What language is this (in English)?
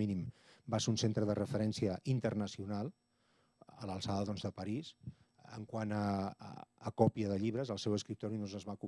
Catalan